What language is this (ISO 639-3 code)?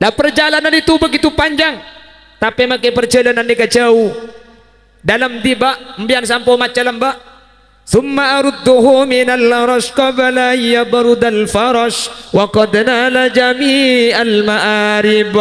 mad